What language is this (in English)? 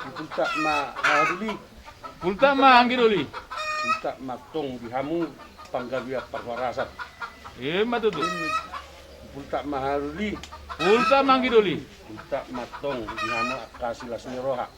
Batak Toba